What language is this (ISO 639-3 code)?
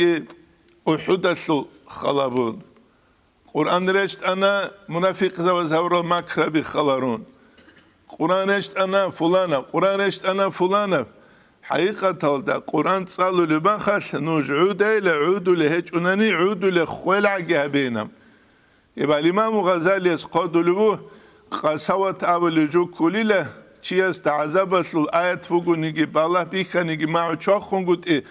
ava